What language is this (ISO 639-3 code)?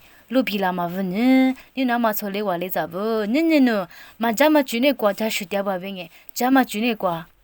lis